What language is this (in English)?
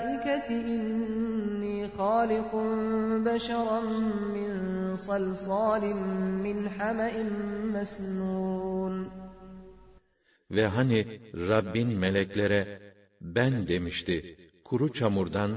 Turkish